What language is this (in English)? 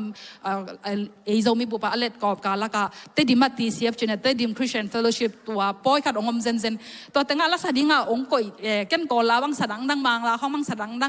Tedim Chin